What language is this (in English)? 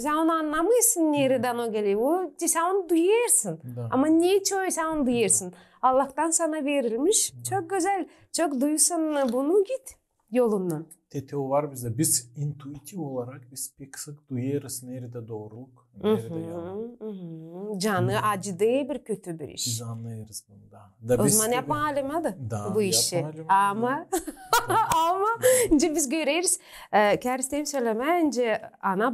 Gagauz